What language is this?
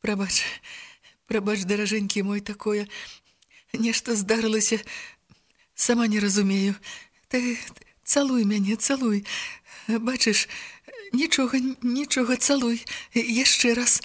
Belarusian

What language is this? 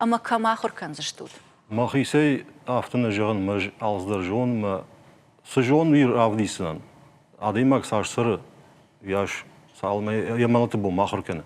Ossetic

